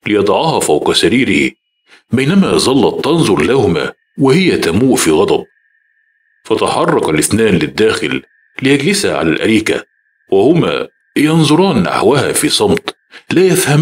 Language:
Egyptian Arabic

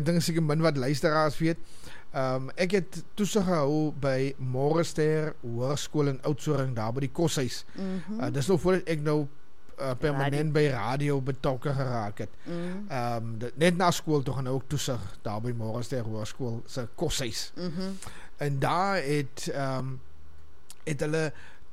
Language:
Afrikaans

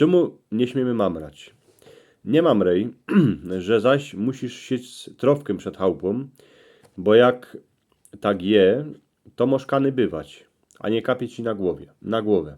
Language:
Silesian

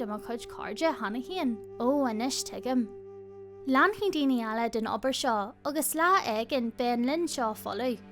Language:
Irish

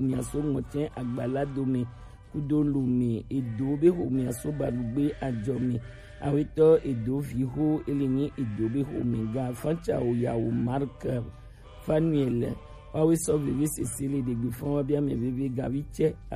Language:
Gen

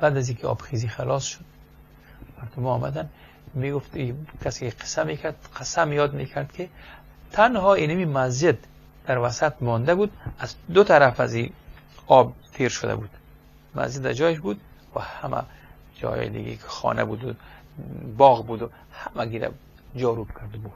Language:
Persian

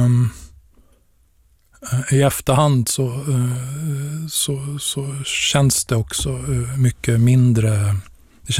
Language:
Swedish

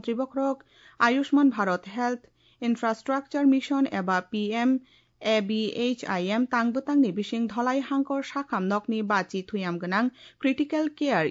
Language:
Kok Borok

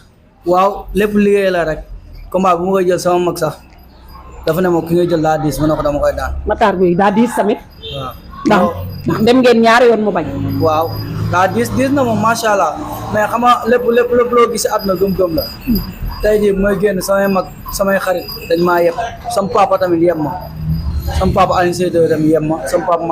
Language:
Wolof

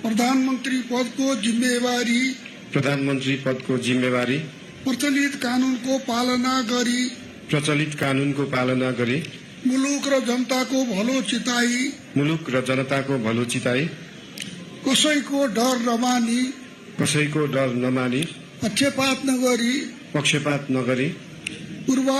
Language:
Nepali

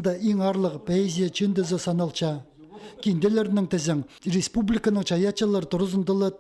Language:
Khakas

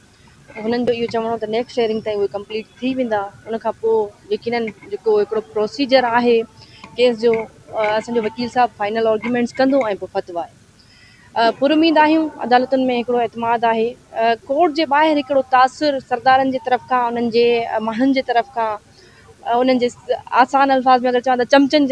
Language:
Sindhi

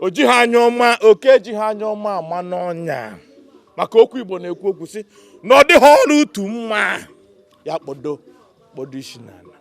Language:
Igbo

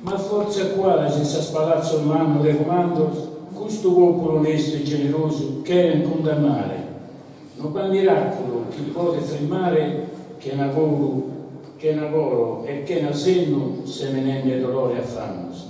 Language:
Sardinian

